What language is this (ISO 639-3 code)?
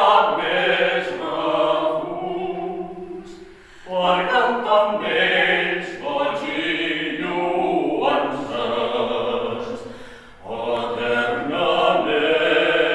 cat